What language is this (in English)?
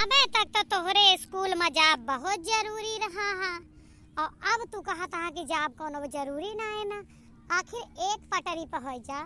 Awadhi